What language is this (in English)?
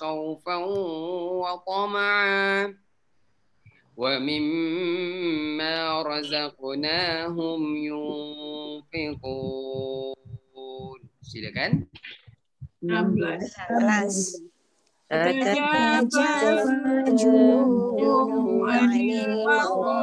Malay